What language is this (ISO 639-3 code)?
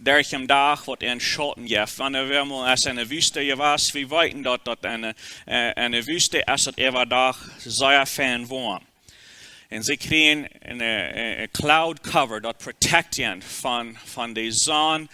pdt